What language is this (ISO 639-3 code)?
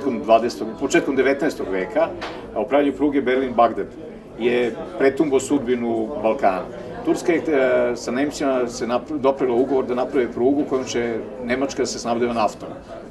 srp